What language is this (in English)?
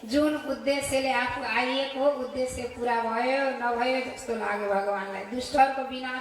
Nepali